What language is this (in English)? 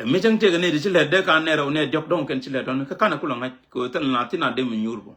Nuer